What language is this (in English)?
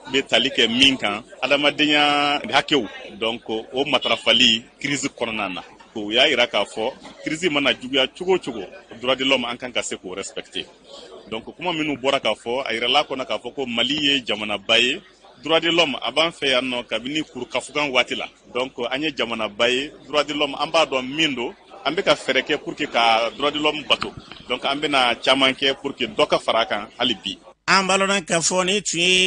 Bambara